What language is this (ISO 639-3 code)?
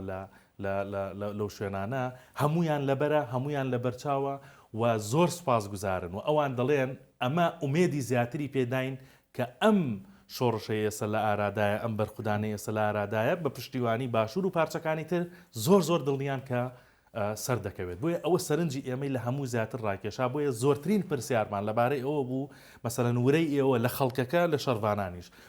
ckb